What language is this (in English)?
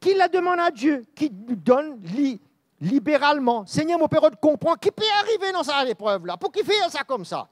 Morisyen